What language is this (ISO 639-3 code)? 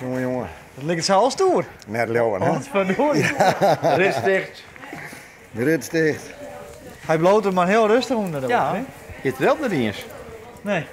fry